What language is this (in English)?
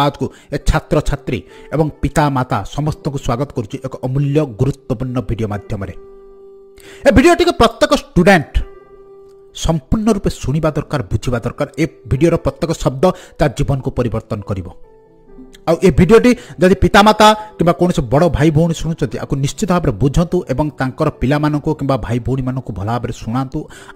Odia